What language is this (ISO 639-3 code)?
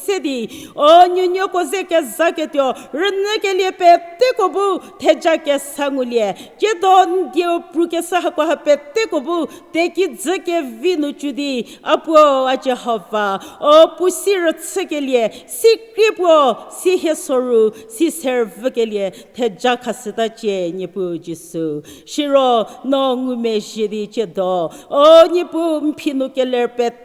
njm